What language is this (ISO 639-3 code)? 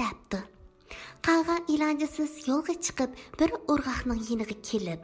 uig